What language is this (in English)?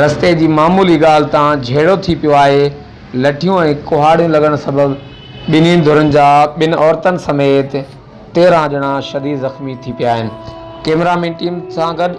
Sindhi